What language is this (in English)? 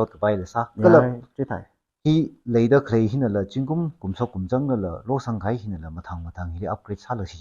Tangkhul Naga (India)